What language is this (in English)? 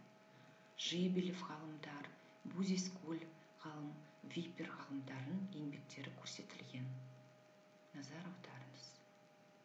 Kazakh